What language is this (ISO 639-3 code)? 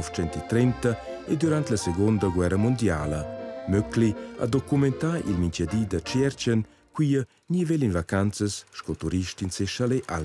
roh